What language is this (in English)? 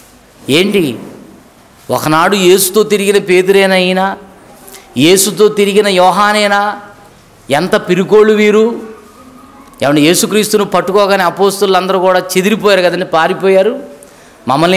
Telugu